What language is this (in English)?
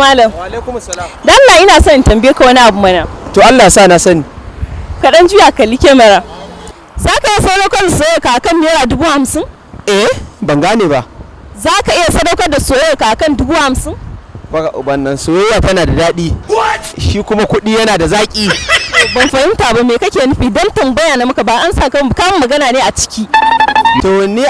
Hausa